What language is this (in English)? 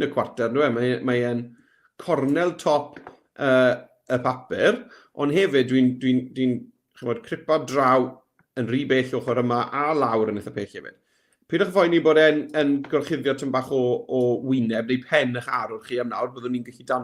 Welsh